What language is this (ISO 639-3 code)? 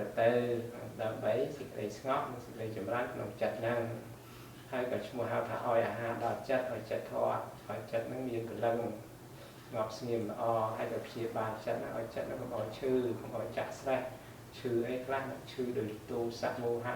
khm